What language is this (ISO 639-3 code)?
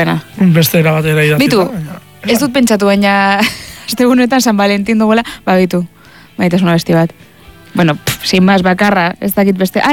eus